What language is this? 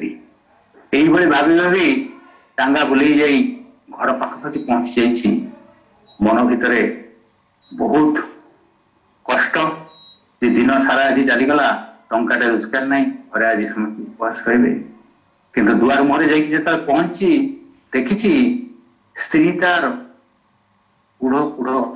Odia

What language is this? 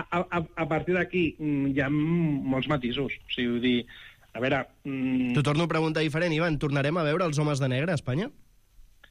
Catalan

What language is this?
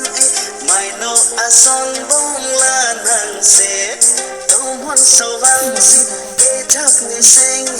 Karbi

